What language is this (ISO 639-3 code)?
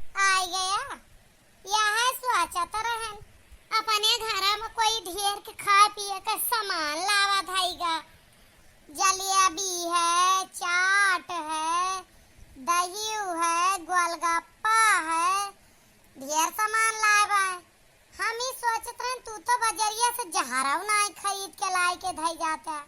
awa